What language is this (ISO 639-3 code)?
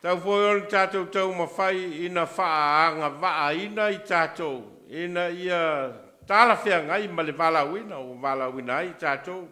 smo